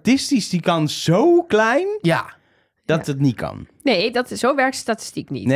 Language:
Dutch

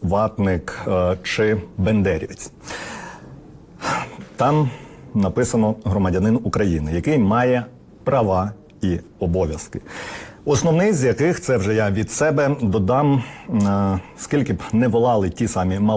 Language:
Ukrainian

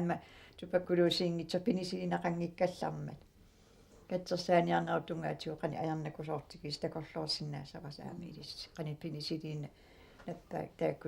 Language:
Kalaallisut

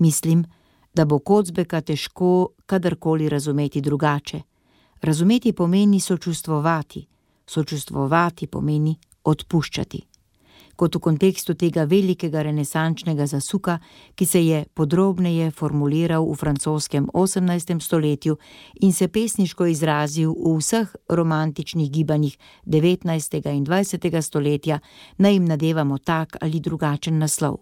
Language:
Slovenian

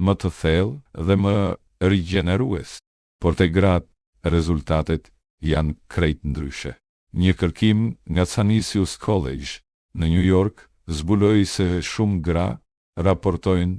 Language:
Albanian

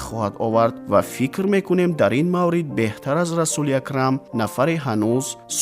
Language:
Tajik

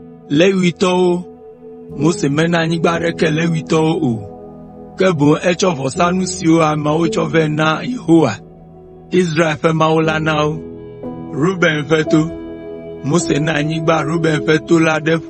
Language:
Ewe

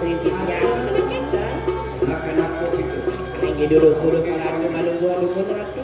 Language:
Balinese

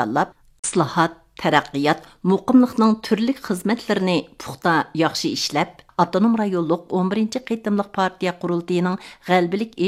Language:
Uyghur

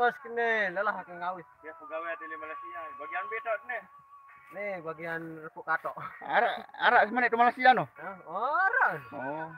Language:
Sasak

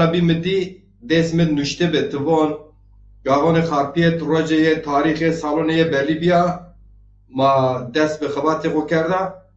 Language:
Zaza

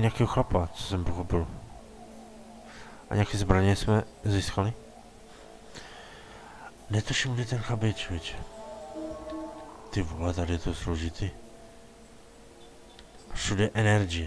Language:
Czech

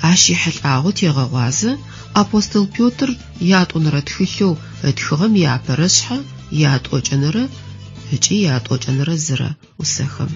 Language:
Adyghe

